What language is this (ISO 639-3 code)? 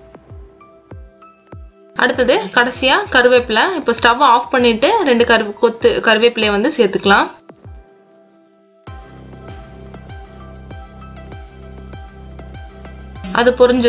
tam